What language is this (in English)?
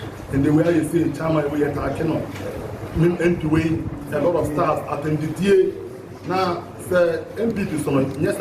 Akan